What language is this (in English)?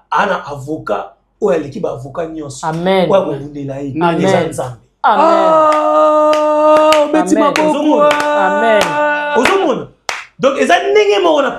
Lingala